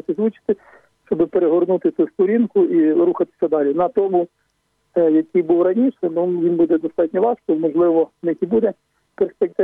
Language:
Ukrainian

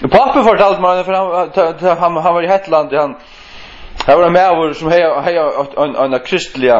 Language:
Faroese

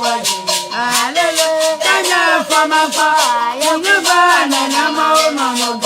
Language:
Ewe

